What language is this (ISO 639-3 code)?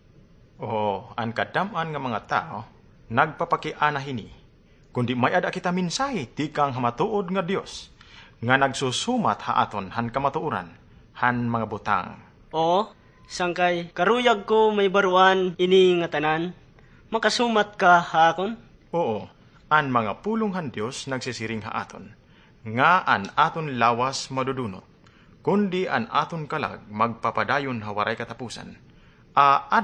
war